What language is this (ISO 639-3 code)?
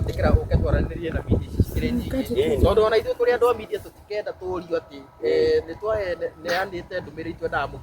kik